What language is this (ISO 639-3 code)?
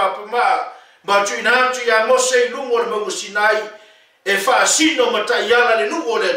smo